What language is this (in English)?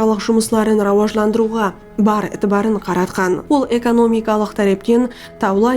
Kara-Kalpak